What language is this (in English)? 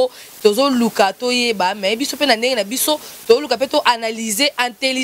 Lingala